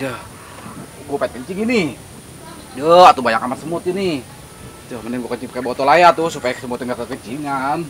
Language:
Betawi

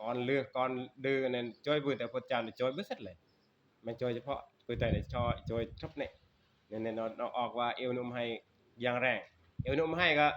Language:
Northeastern Thai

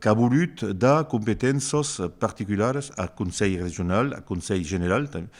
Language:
Occitan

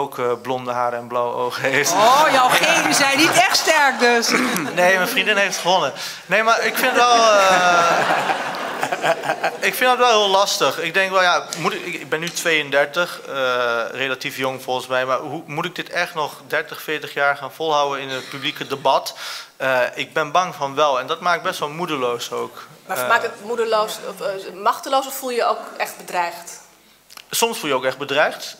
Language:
Dutch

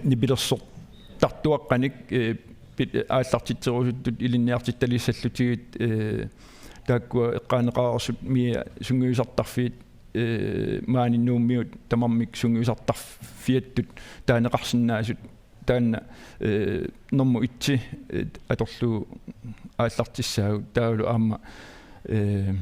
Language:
Kalaallisut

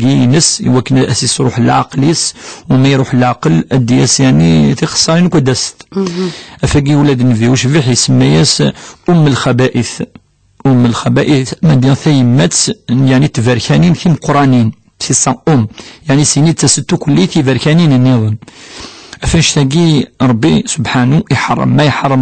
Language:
Kabyle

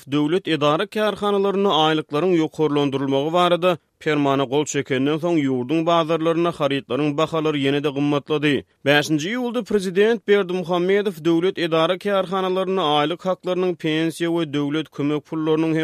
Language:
Turkmen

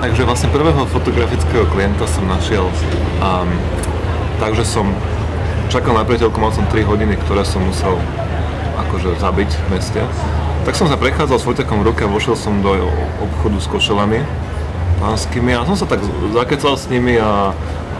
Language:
Slovak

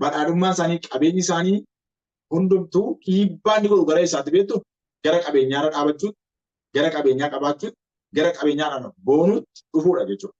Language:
Oromo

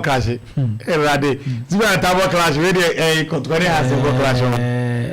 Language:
Akan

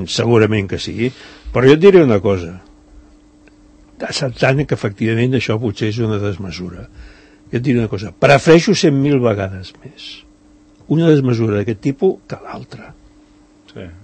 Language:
Catalan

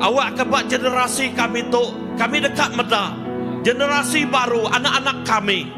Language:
Iban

